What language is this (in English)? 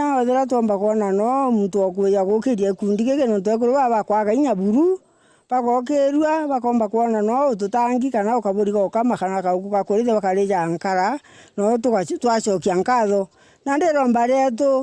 Meru